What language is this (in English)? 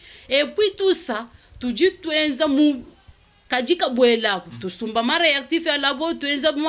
Luba-Lulua